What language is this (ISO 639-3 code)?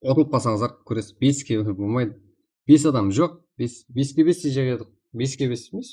kaa